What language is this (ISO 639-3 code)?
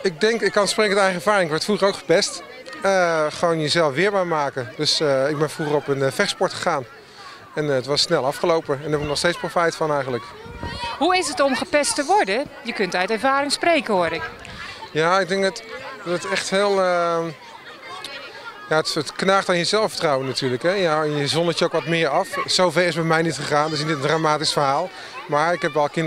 nld